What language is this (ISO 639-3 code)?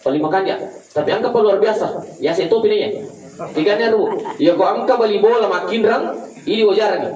bug